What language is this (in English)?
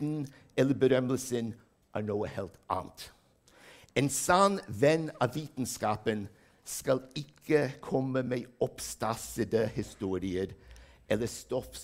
Norwegian